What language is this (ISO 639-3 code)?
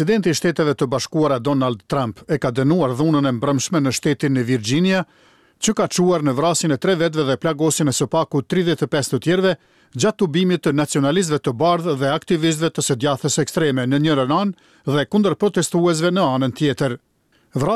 sqi